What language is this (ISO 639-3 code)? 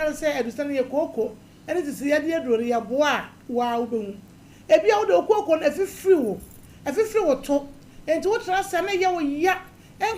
aka